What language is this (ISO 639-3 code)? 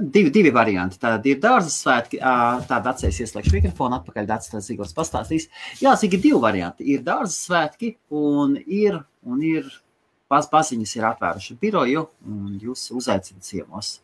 lav